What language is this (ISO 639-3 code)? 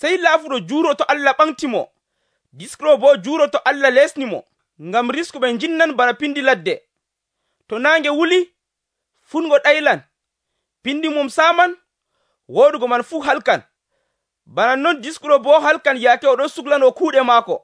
fuv